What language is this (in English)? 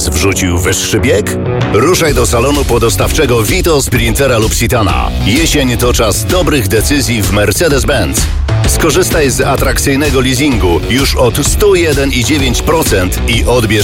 Polish